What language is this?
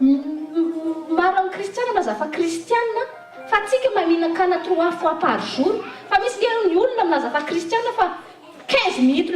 Malagasy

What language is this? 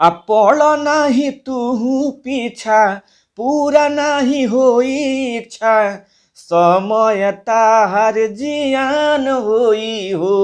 Bhojpuri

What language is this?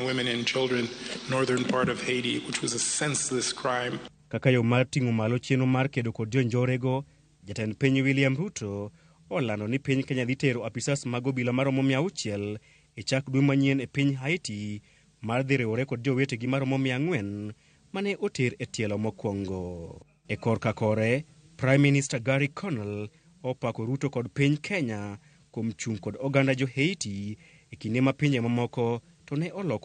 Luo (Kenya and Tanzania)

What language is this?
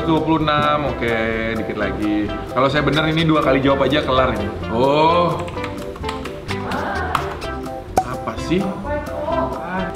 Indonesian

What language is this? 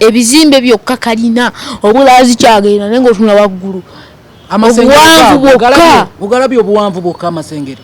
Ganda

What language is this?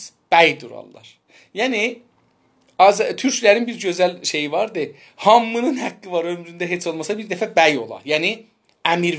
South Azerbaijani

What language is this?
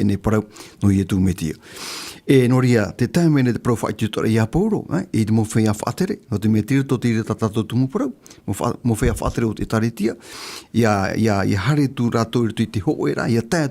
Tahitian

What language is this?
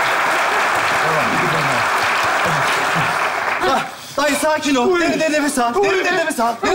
Turkish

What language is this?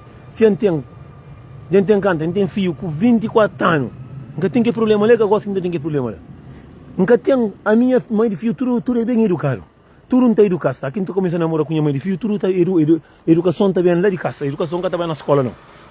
Kabuverdianu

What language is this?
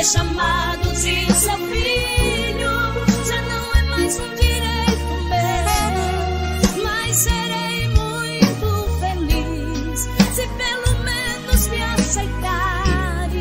Portuguese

